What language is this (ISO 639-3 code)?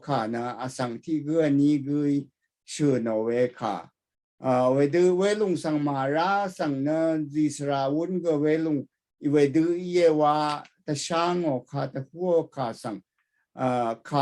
raw